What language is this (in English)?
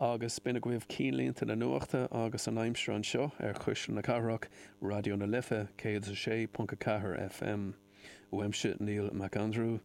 Irish